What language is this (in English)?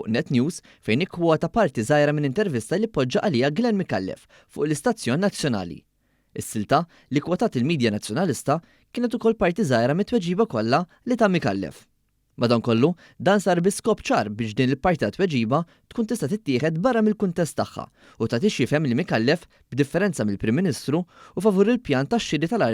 Maltese